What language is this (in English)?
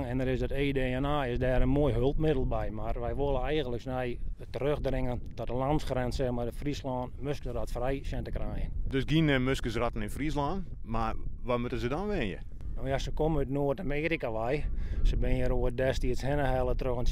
Western Frisian